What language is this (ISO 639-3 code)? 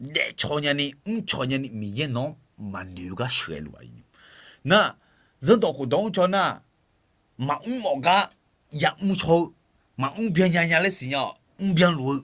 ahk